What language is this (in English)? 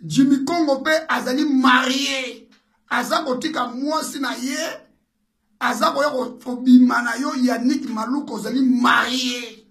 Lingala